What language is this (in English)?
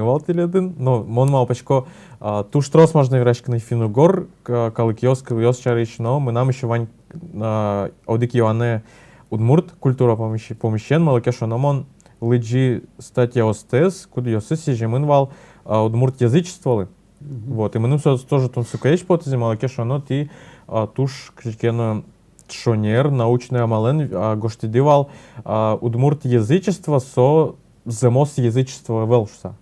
Udmurt